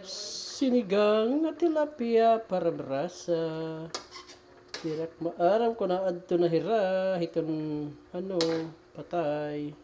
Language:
Waray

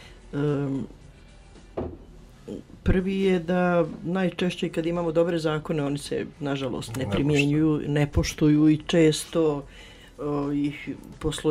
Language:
Bosnian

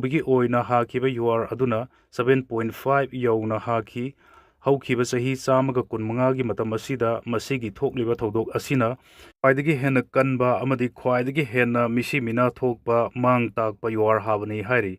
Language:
Manipuri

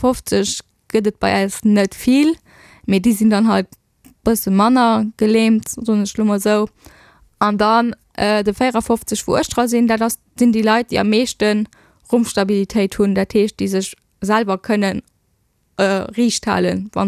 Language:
Luxembourgish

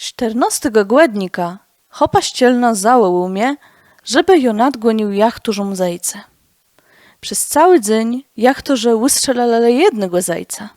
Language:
Kashubian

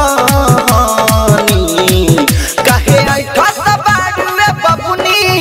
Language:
Bhojpuri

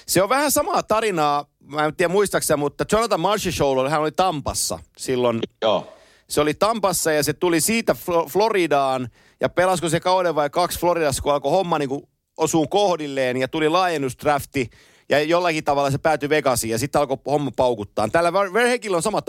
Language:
Finnish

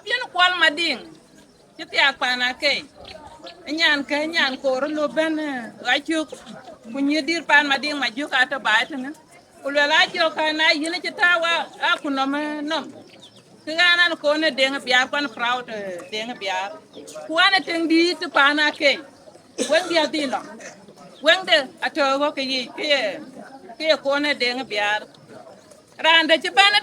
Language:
Dinka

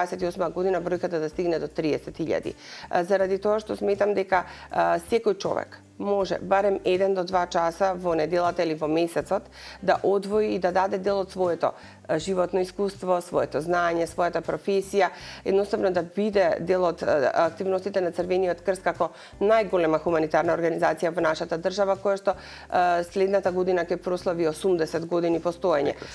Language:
Macedonian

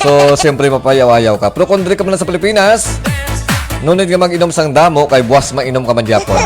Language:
Hiligaynon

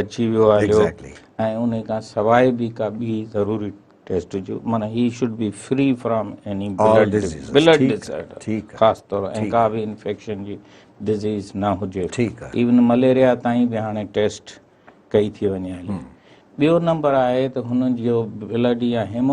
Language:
Sindhi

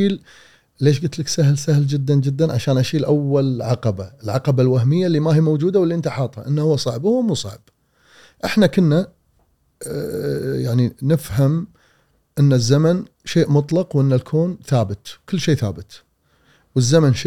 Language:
Gulf Arabic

